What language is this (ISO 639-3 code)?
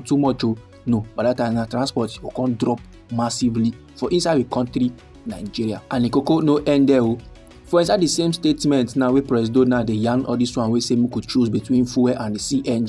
pcm